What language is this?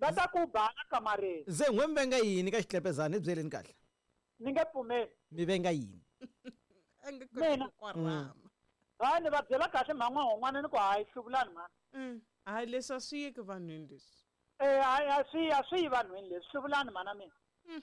Tsonga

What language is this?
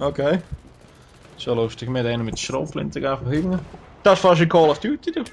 Swiss German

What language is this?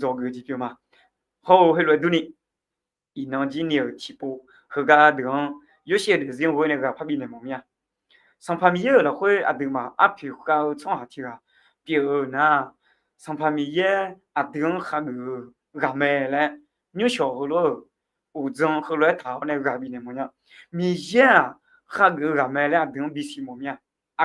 Akha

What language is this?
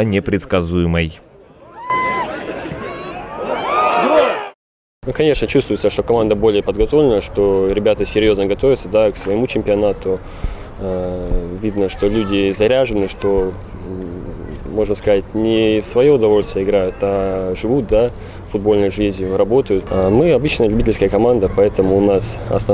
Russian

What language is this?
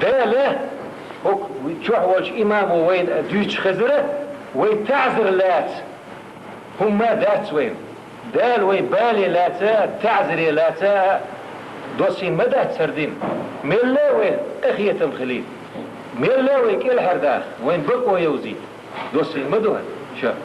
Chechen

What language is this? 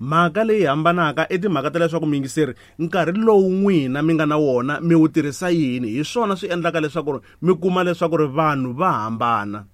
Tsonga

